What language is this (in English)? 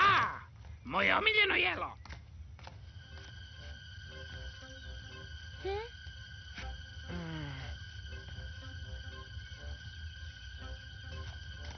Serbian